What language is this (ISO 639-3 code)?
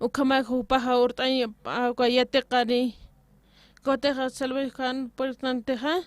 aym